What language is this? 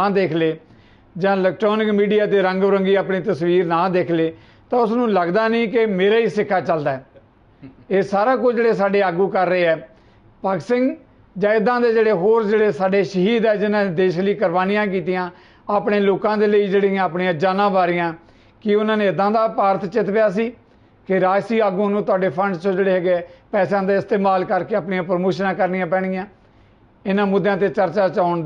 Punjabi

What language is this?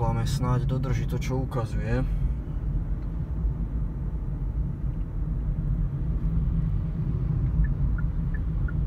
Slovak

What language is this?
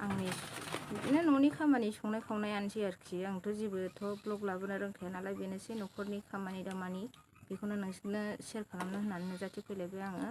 Bodo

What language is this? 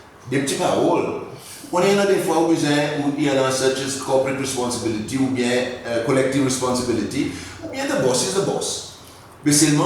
Seselwa Creole French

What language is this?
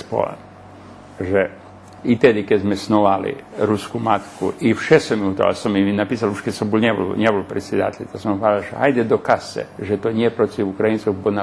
Rusyn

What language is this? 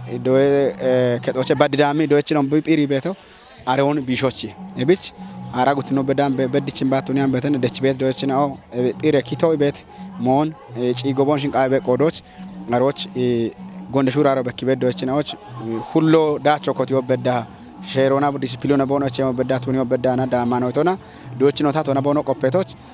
Kafa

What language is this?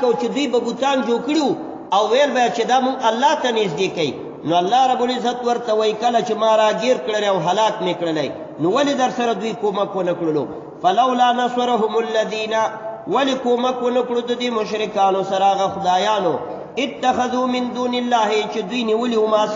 Pashto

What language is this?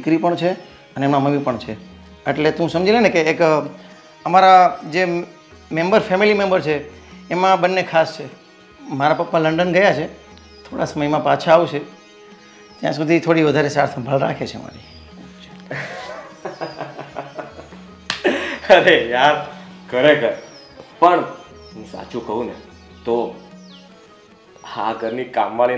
Gujarati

